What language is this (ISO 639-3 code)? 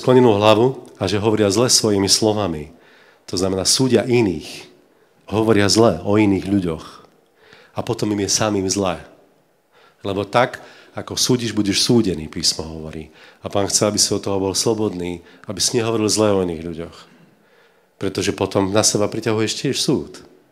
slk